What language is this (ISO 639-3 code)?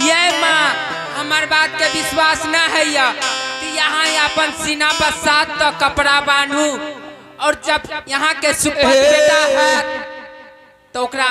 mai